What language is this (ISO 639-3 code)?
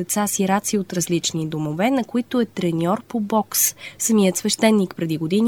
bul